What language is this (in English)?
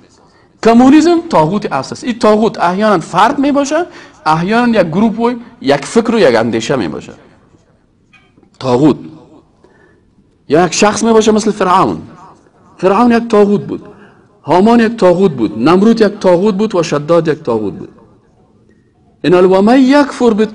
Persian